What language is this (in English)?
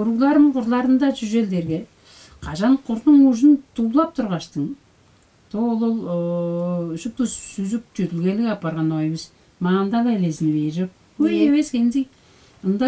Tuvinian